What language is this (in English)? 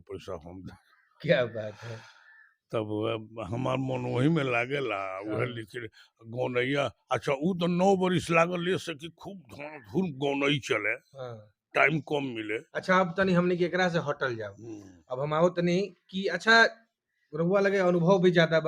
Bhojpuri